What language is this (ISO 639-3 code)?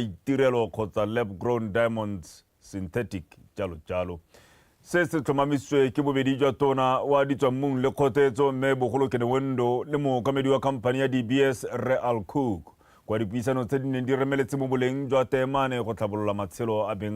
tsn